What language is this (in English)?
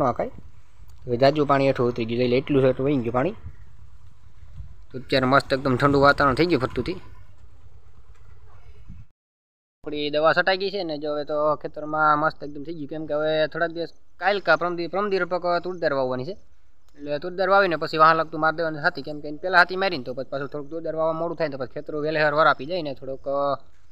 Gujarati